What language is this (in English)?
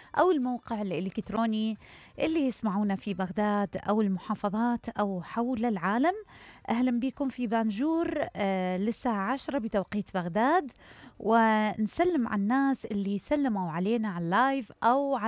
Mesopotamian Arabic